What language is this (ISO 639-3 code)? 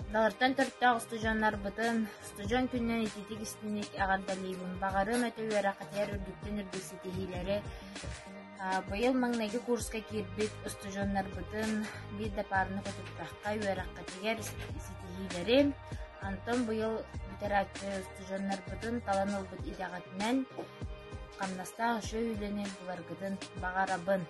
sah